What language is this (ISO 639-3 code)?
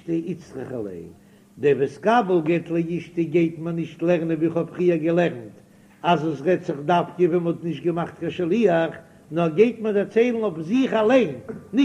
yid